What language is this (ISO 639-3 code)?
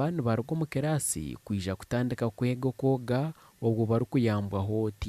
nyn